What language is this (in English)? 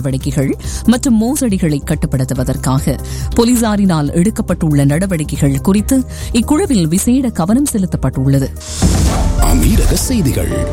Tamil